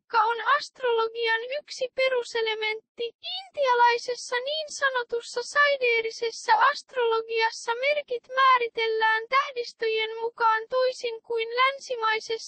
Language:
Finnish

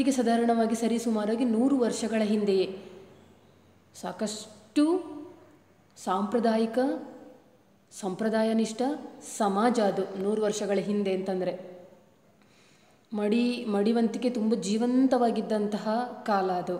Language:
Kannada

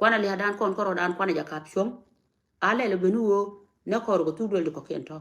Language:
Nuer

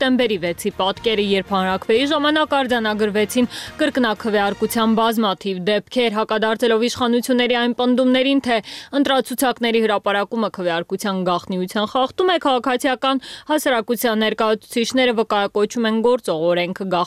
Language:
Armenian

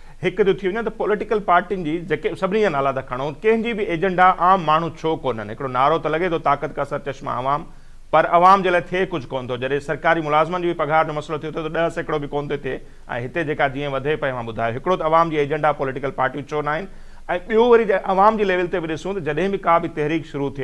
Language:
Sindhi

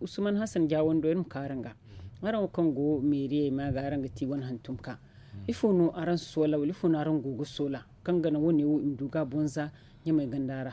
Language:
Zarma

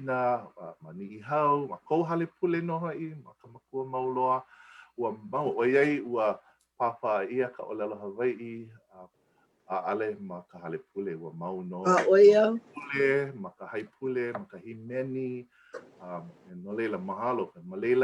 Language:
Hawaiian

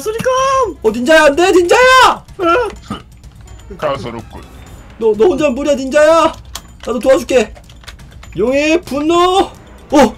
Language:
Korean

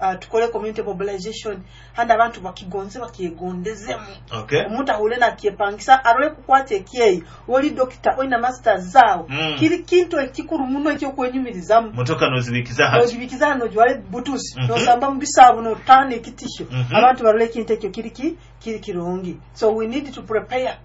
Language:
Nyoro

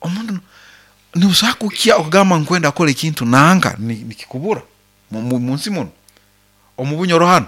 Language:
Nyoro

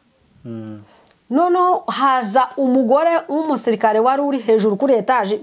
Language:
Kinyarwanda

